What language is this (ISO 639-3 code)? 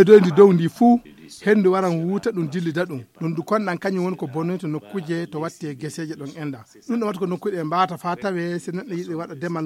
ful